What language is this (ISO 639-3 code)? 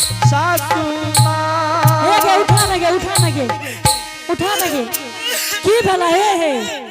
anp